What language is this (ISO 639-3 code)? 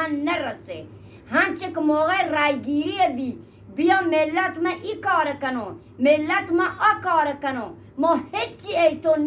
bgp